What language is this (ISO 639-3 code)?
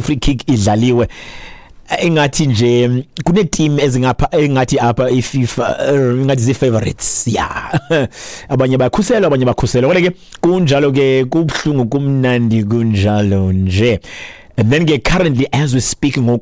xho